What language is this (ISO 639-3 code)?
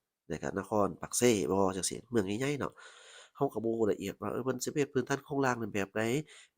lao